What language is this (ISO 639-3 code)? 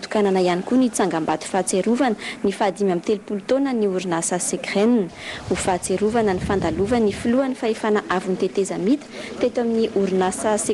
mlg